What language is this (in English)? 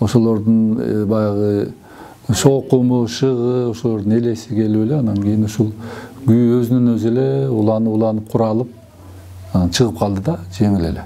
Kyrgyz